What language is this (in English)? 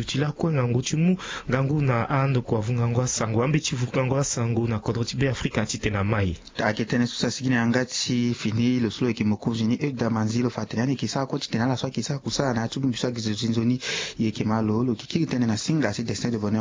Sango